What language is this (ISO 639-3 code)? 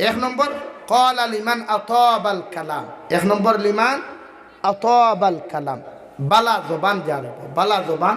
syl